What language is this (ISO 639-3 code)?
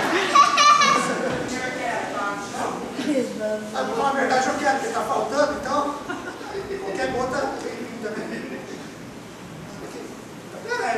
por